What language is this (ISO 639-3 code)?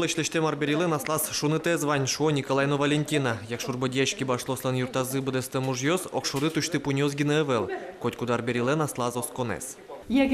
udm